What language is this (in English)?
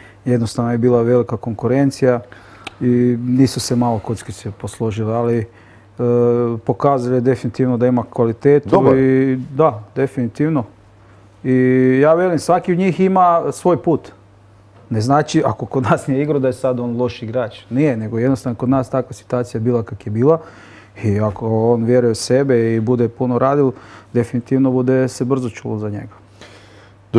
Croatian